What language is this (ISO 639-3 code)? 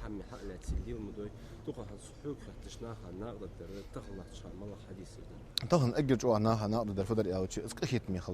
inh